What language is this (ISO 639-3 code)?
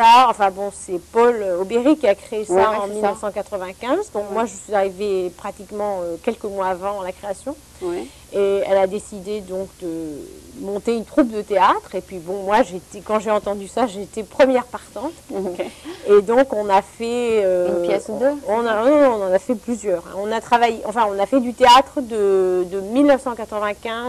fra